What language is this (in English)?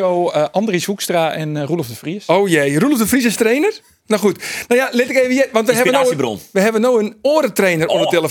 Western Frisian